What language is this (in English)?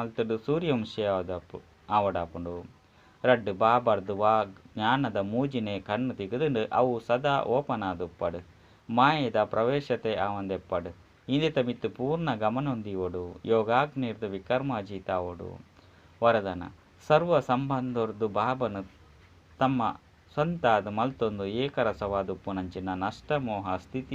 Tulu